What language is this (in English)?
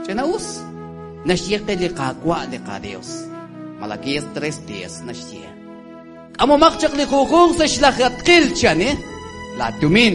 Kekchí